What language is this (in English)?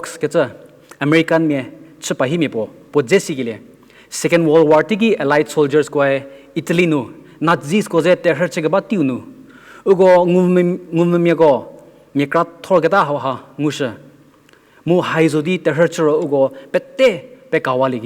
Angami Naga